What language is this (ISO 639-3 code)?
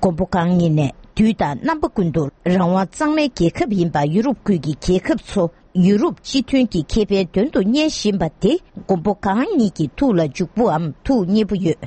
bod